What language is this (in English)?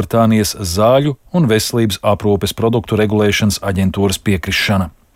Latvian